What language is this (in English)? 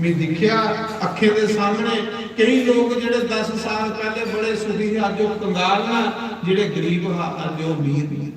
Dogri